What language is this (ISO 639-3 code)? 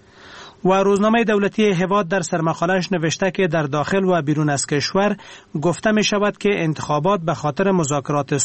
fas